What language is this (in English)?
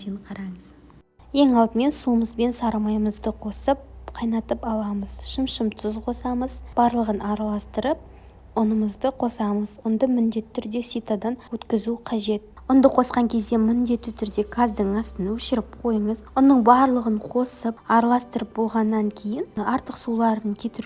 Kazakh